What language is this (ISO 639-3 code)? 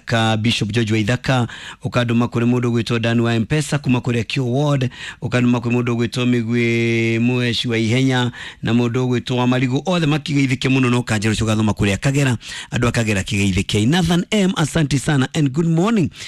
kik